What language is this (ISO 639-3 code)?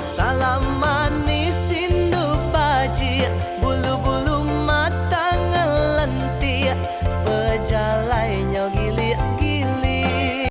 iba